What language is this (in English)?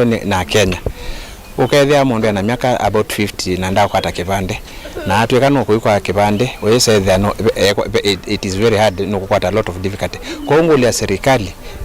Kamba